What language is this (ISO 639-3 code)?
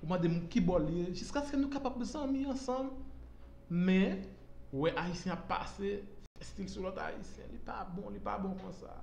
hat